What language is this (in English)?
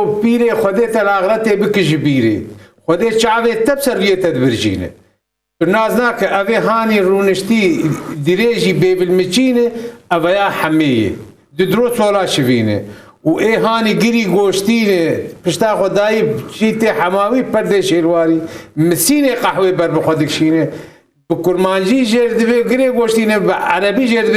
Kurdish